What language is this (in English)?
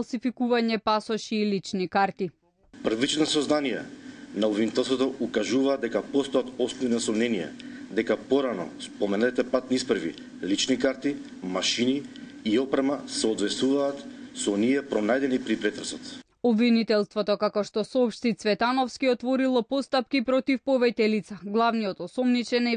Macedonian